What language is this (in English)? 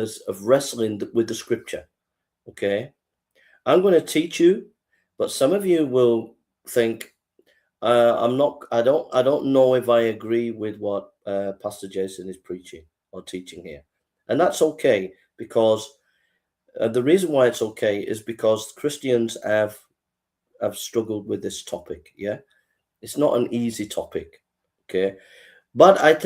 English